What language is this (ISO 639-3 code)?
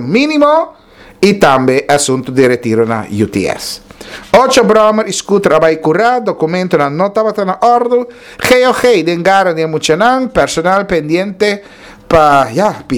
pap